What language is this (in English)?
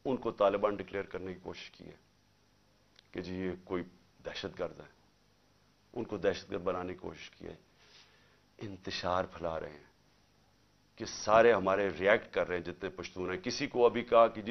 Urdu